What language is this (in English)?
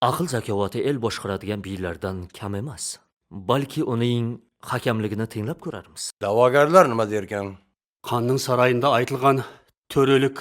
Kara-Kalpak